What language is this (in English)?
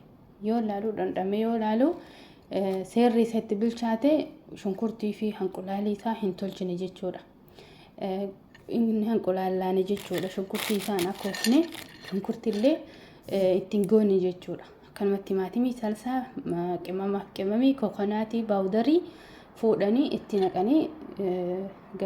Oromo